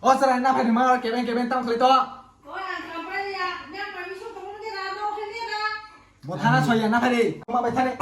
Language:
Kok Borok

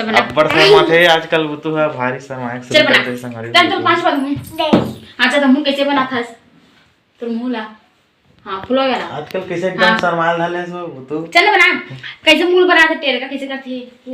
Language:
Chhattisgarhi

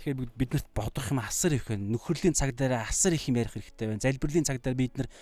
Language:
Mongolian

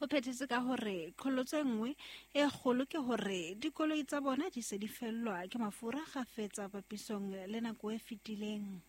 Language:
Southern Sotho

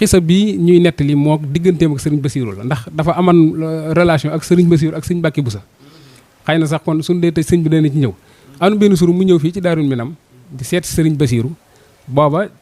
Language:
Wolof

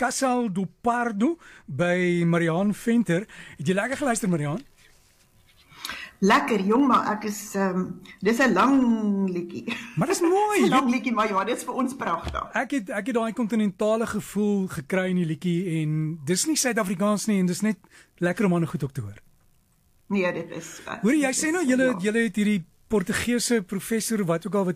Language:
Afrikaans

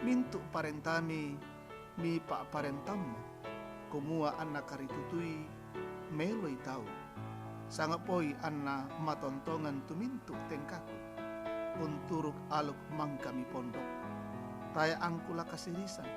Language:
Toraja-Sa'dan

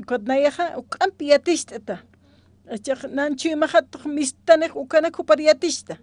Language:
Aymara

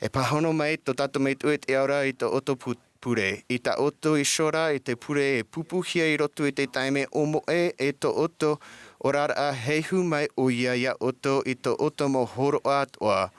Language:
Tahitian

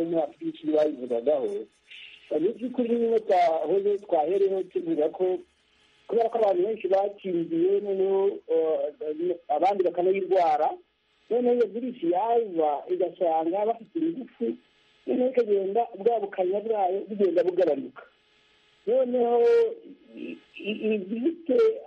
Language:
Kinyarwanda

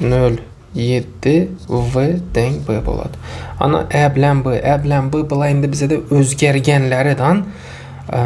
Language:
Uzbek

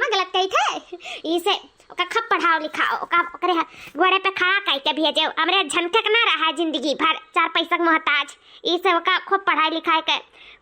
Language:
Awadhi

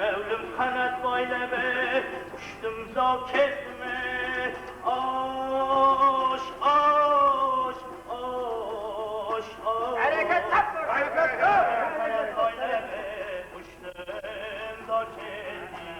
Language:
Kara-Kalpak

